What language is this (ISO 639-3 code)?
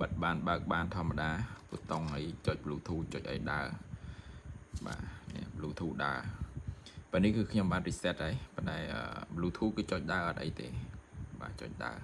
khm